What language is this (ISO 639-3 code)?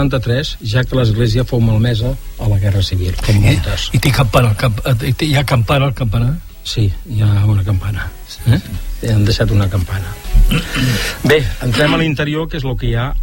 cat